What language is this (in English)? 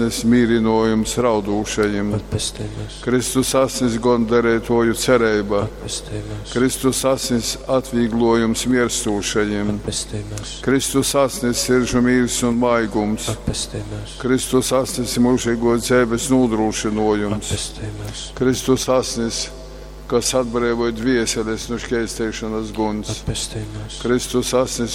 Latgalian